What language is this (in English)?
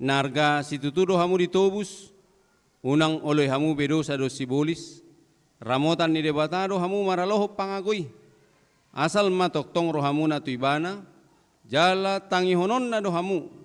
Batak Toba